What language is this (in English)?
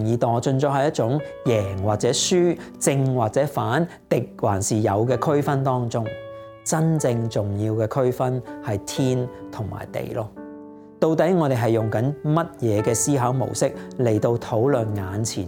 Cantonese